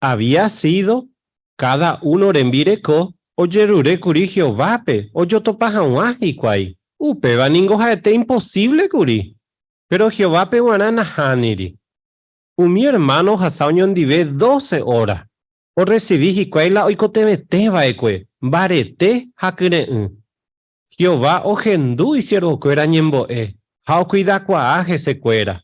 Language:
Guarani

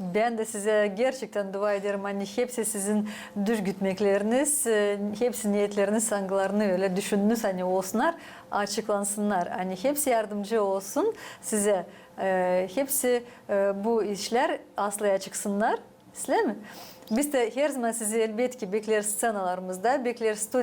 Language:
Gagauz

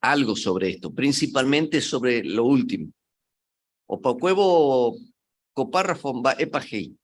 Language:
Guarani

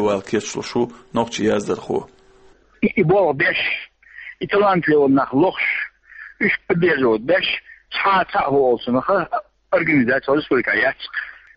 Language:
Chechen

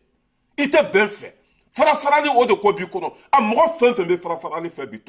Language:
Bambara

